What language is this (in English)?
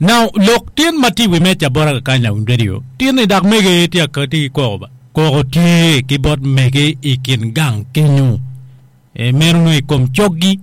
Acoli